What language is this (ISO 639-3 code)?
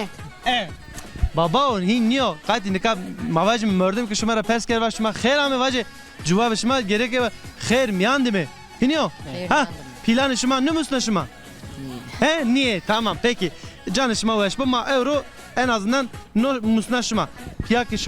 zza